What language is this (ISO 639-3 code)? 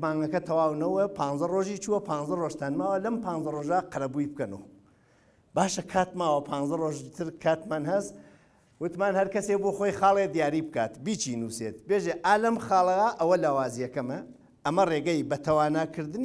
ckb